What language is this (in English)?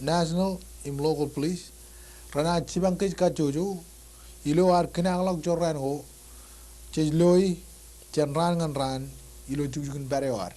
Marshallese